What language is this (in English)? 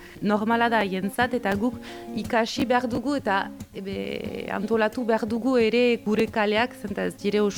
Basque